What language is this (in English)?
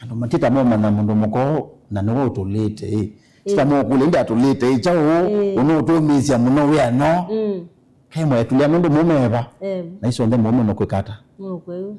Kamba